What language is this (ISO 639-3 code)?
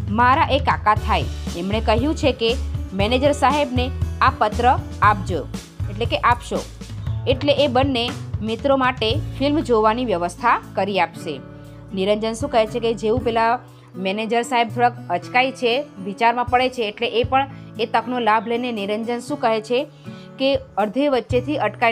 guj